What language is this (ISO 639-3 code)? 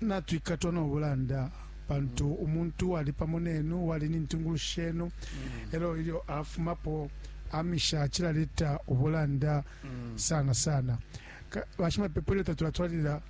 bem